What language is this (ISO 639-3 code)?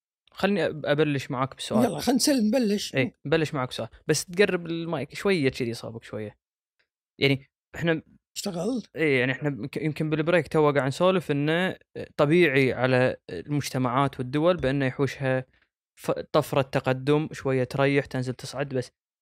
afb